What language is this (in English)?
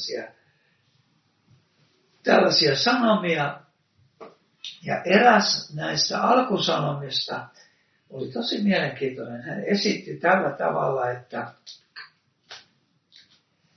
Finnish